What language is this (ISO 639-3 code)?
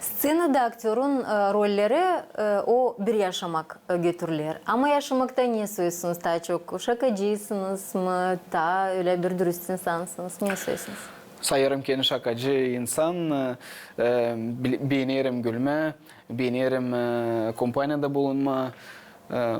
gag